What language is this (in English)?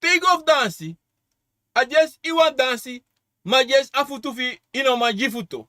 Sranan Tongo